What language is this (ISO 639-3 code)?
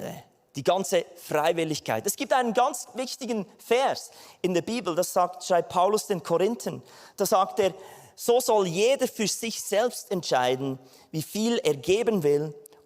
gsw